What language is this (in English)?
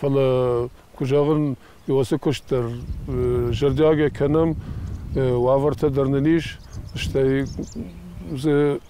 Ossetic